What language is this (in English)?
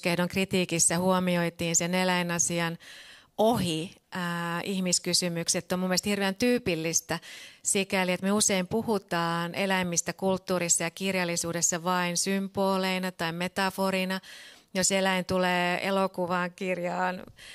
Finnish